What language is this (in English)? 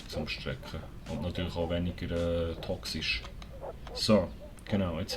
Swiss German